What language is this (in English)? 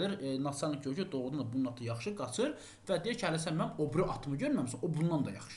Azerbaijani